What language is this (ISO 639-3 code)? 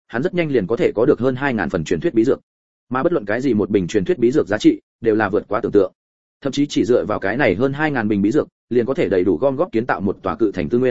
vie